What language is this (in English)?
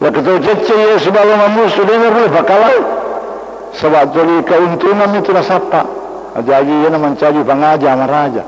Buginese